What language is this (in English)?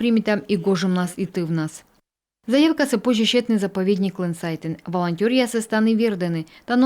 Komi